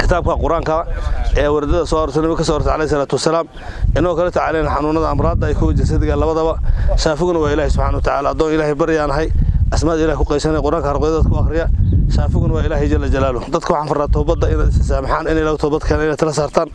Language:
Somali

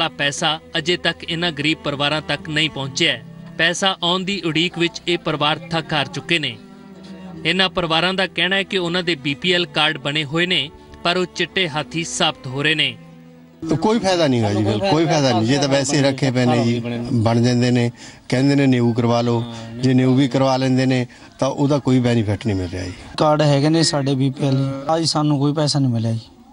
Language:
Punjabi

